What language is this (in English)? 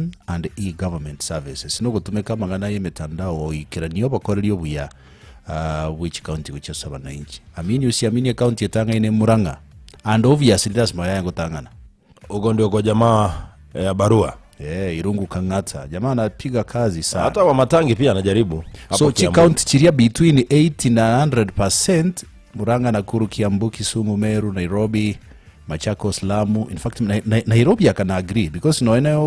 Gusii